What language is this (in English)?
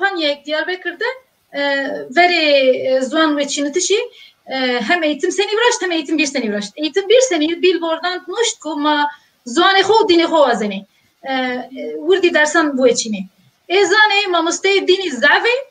Zaza